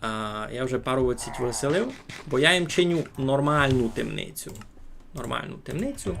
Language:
Rusyn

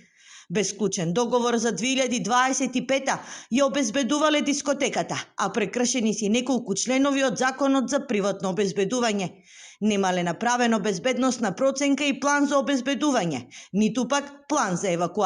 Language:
Macedonian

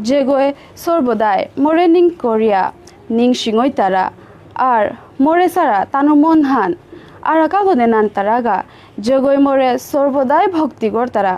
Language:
Bishnupriya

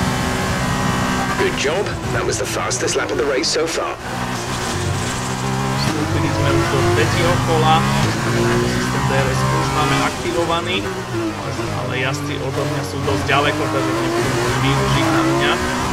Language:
Slovak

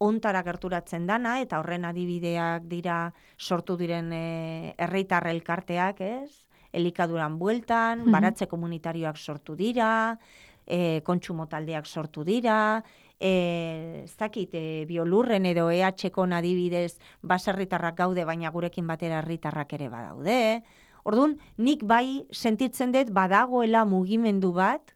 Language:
Basque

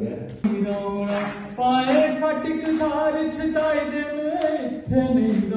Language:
Dogri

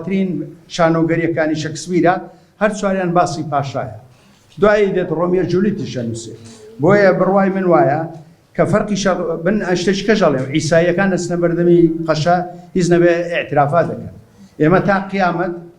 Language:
Central Kurdish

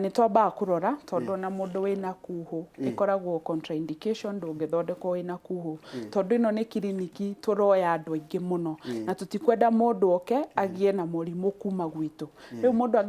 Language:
Kikuyu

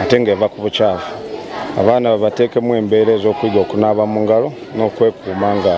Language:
Ganda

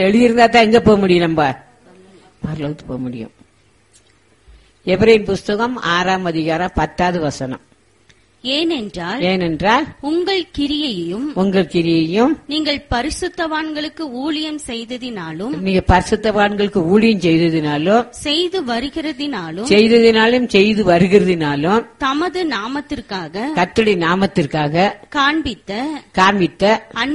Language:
Tamil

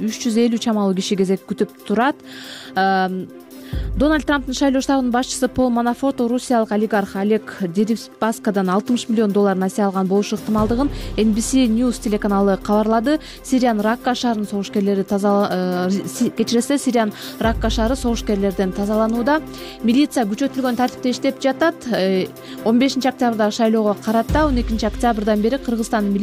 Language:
Kyrgyz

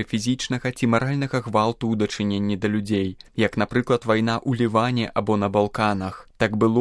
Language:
Belarusian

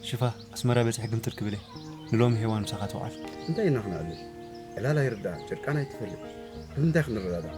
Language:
Tigrinya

